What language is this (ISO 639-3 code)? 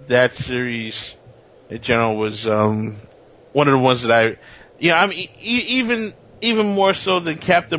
eng